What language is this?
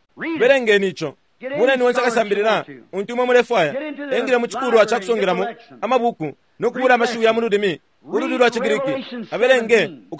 Bemba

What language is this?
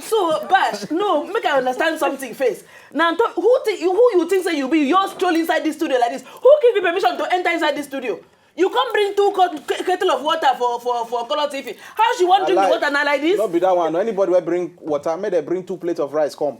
Nigerian Pidgin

